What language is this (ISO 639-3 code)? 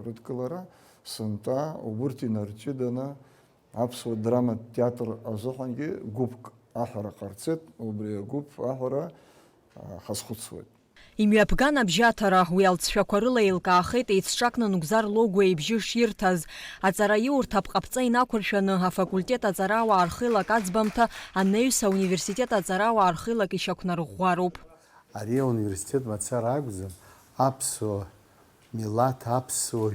abk